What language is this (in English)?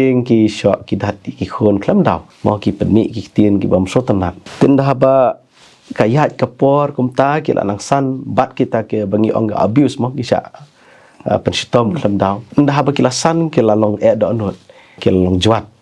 Khasi